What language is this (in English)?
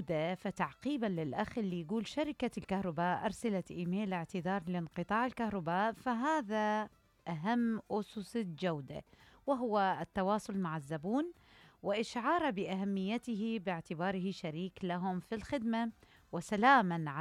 Mesopotamian Arabic